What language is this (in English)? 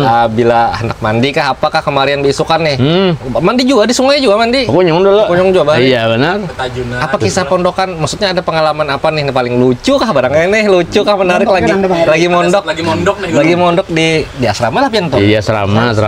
Banjar